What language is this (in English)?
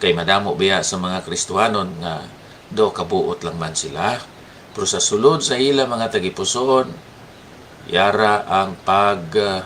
Hiligaynon